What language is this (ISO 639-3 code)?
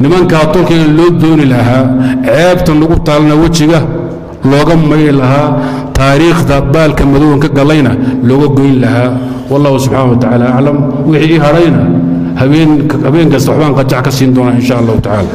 som